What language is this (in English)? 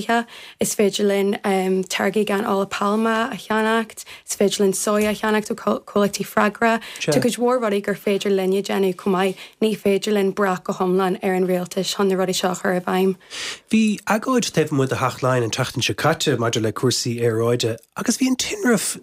Irish